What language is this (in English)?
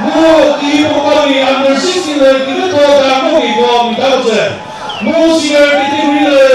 Chokri Naga